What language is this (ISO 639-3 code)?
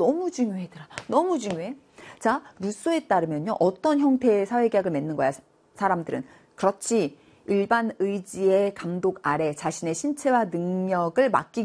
kor